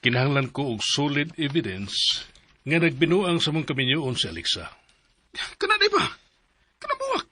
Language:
Cebuano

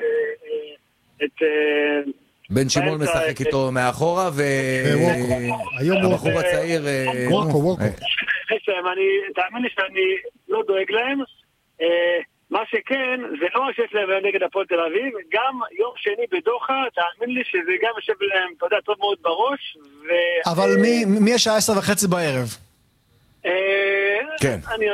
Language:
Hebrew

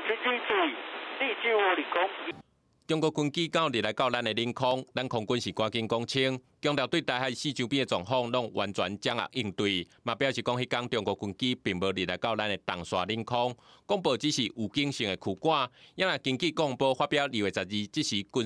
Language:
Min Nan Chinese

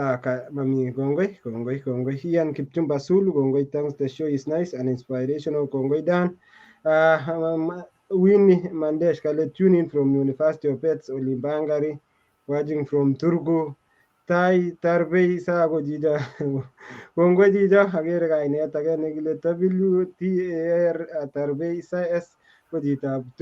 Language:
Kalenjin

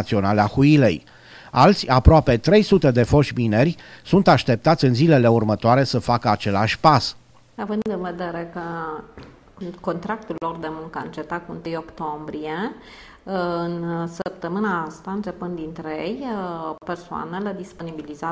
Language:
Romanian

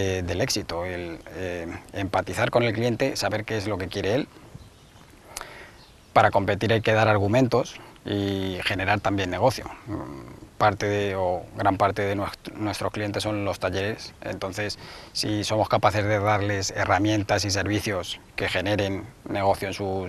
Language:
Spanish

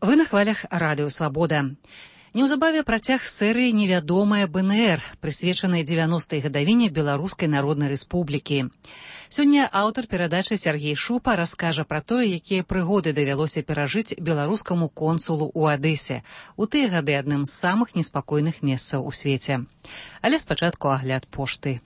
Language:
Belarusian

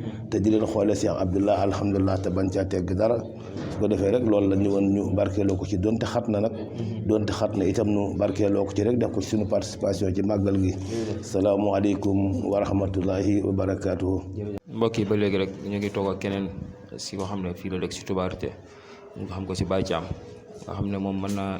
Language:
Wolof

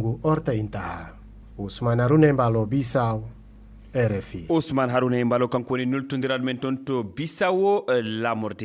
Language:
Fula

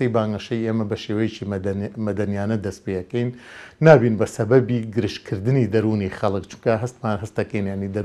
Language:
Central Kurdish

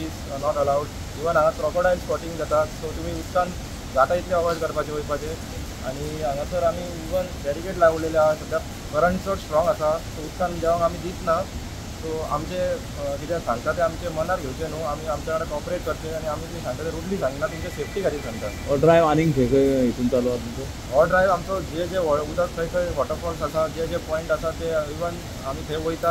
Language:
Konkani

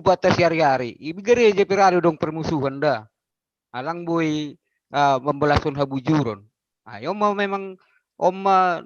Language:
Batak Simalungun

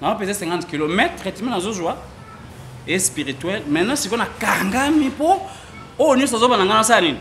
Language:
Lingala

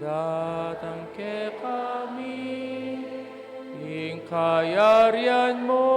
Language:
Pampanga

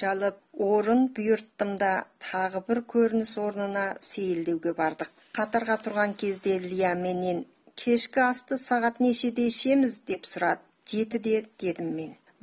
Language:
Kazakh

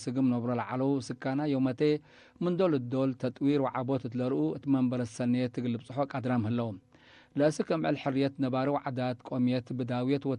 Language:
Tigre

